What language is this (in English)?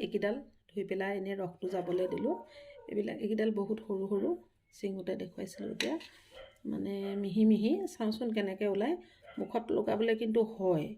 Assamese